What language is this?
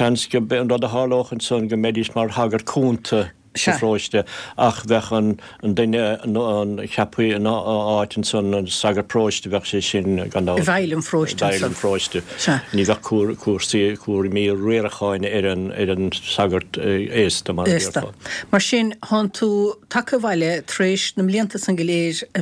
Irish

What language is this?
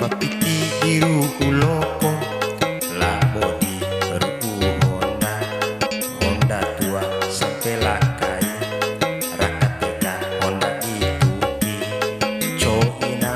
Bima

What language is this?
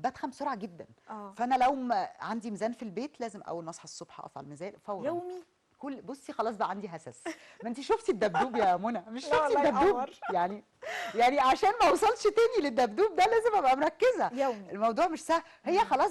Egyptian Arabic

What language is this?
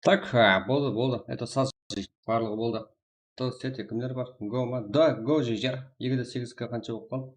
Kara-Kalpak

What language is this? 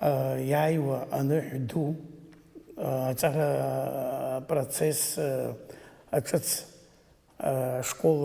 Abkhazian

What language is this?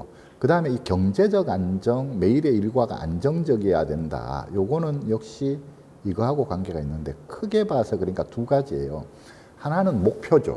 Korean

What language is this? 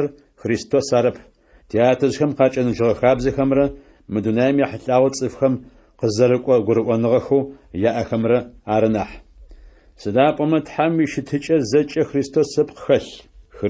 Adyghe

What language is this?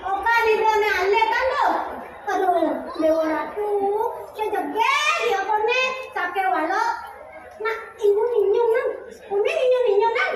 Balinese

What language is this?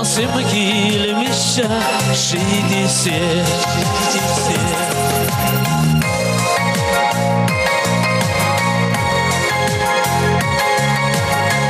Chuvash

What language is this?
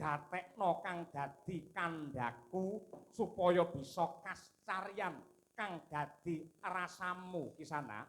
Javanese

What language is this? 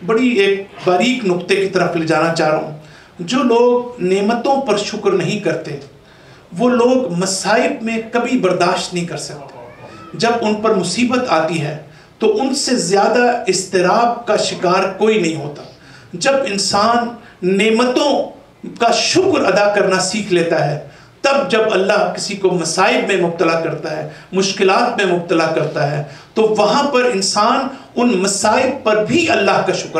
Urdu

